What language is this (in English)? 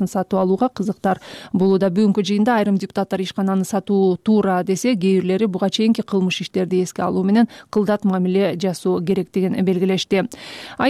Kyrgyz